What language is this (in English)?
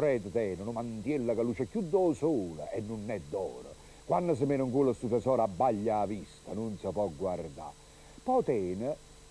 Neapolitan